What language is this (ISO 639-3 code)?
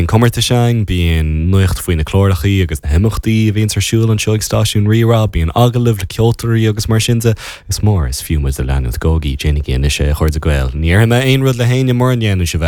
gle